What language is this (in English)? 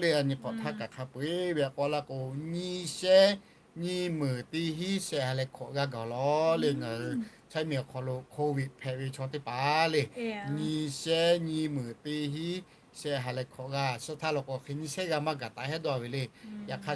Lahu